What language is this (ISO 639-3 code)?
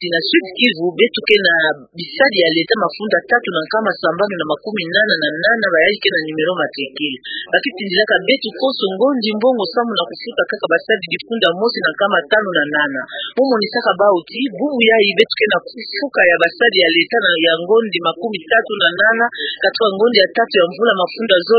ktu